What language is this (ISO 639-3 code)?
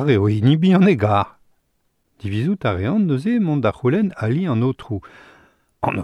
bre